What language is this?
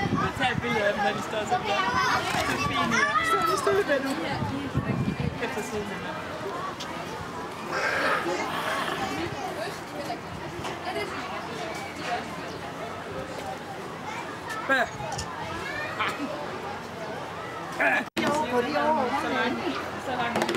Danish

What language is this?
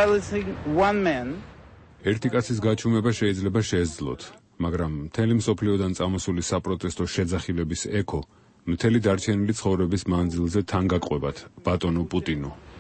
Georgian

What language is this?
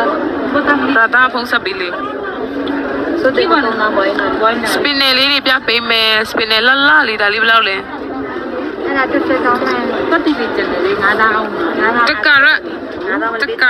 Burmese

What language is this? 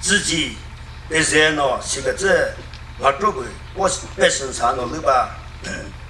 Chokri Naga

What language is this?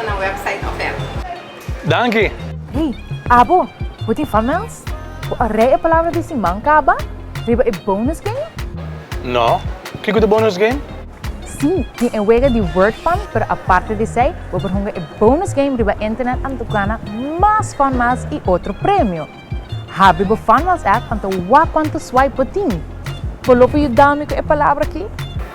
Papiamento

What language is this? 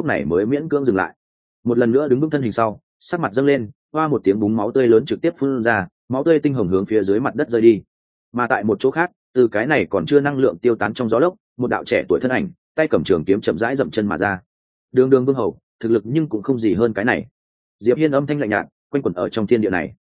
Vietnamese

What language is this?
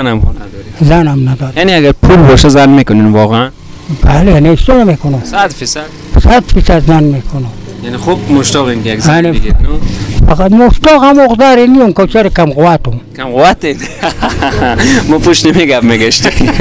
Persian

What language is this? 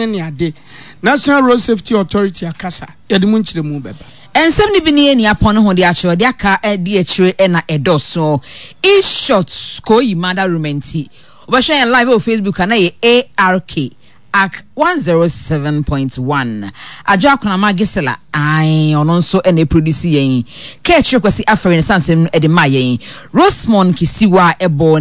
Akan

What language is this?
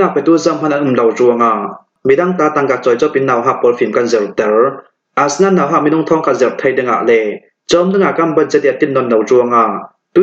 Falam Chin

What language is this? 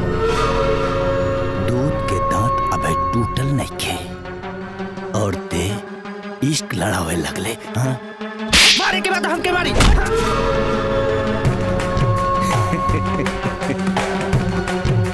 Bhojpuri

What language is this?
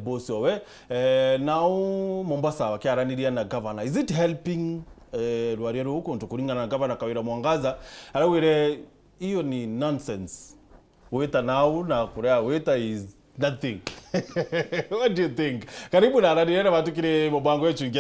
Meru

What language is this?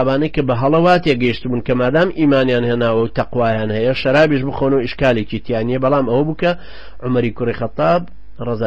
Central Kurdish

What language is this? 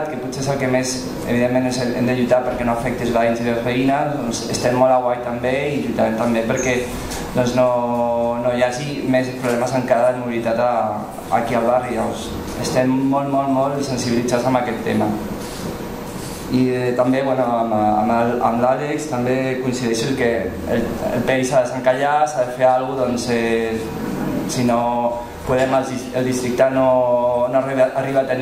Catalan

